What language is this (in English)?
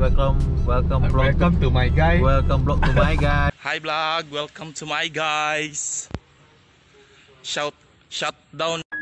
Malay